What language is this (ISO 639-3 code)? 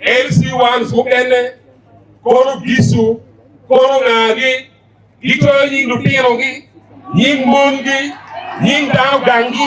ach